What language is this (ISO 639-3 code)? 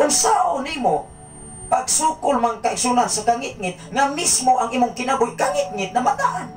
ceb